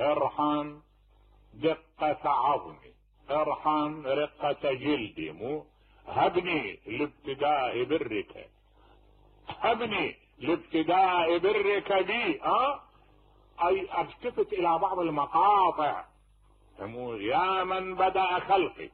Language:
Mesopotamian Arabic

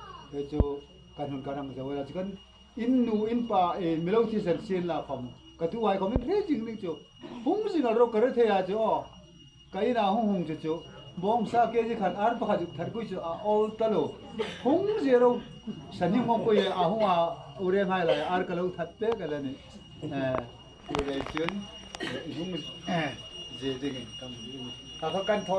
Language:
Hmar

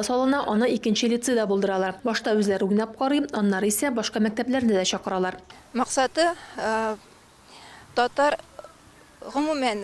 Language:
Tatar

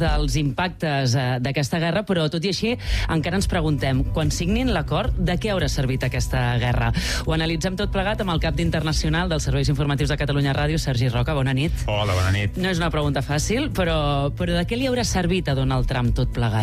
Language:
Catalan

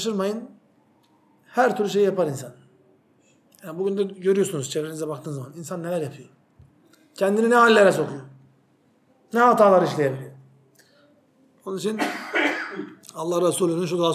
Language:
Turkish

